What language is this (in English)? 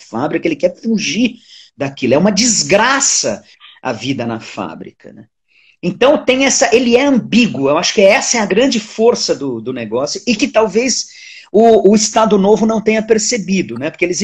Portuguese